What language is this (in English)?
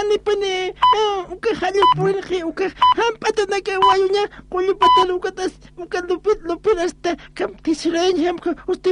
Aymara